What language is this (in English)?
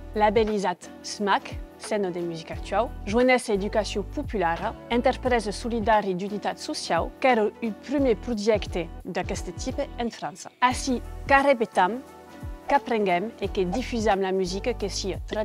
Occitan